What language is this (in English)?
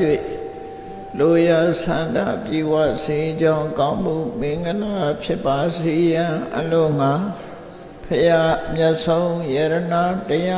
Burmese